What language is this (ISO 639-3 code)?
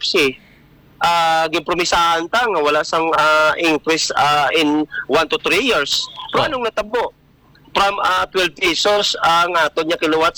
hil